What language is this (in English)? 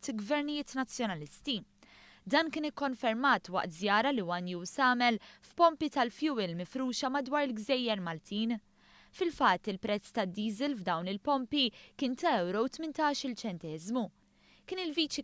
Maltese